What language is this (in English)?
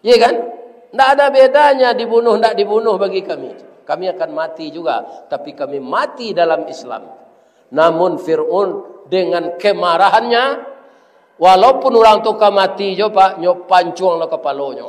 Minangkabau